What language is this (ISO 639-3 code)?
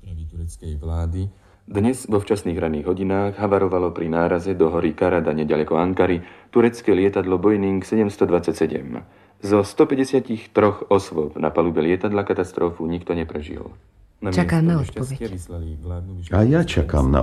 slk